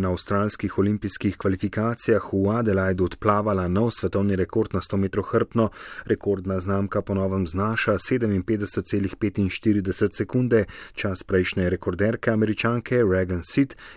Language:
Slovenian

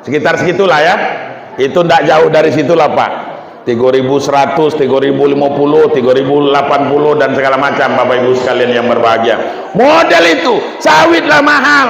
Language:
Minangkabau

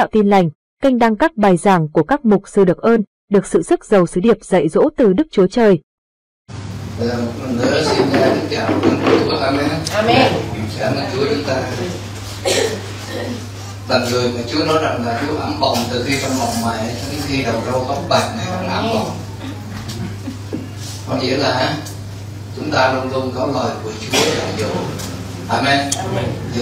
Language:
Vietnamese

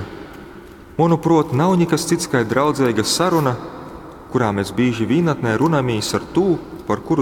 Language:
Latgalian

